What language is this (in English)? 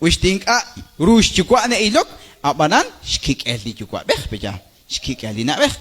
Kekchí